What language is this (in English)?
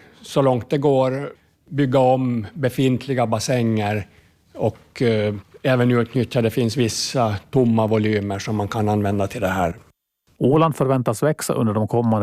Swedish